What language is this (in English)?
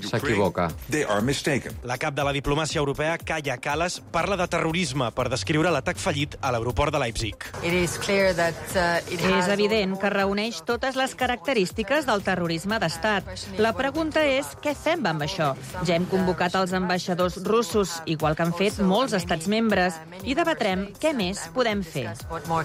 Catalan